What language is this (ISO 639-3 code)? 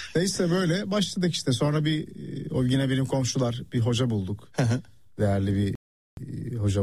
tur